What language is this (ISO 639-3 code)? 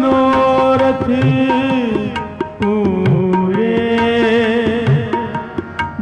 hin